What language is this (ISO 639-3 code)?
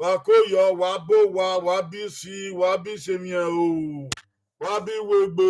bin